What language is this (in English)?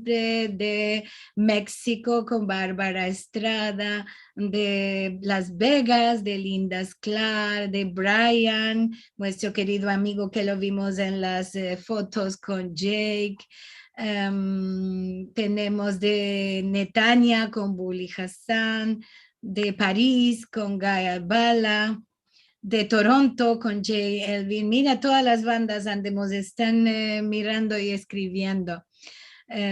Ladino